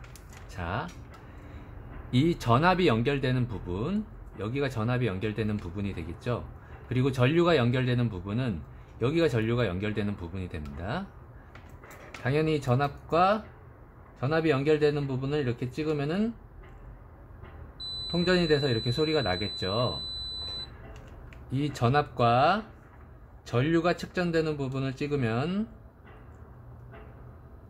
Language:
Korean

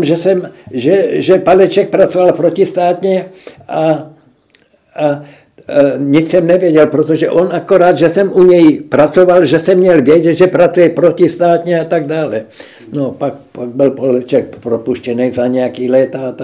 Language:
Czech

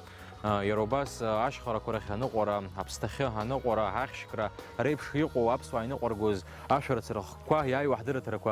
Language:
Abkhazian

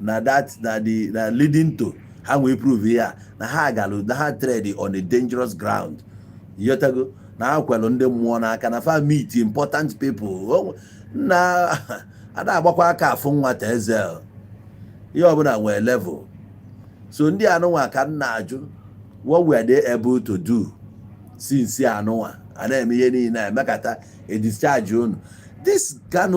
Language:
Igbo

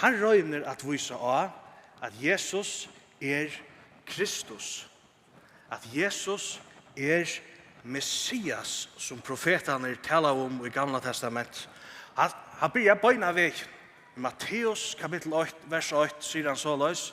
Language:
Faroese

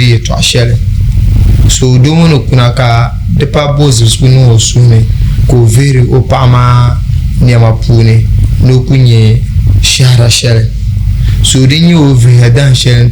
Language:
Dagbani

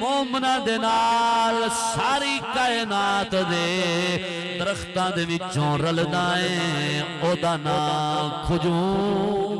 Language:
Saraiki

